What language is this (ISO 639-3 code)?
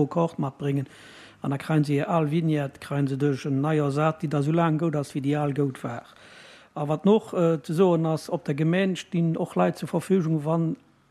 ltz